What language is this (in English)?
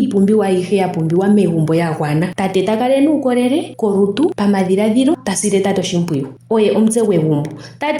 Ndonga